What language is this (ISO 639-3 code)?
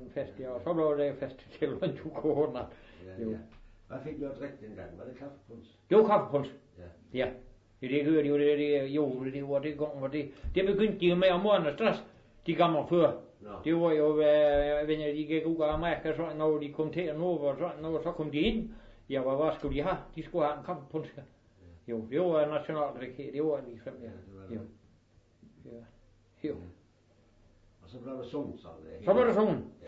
dan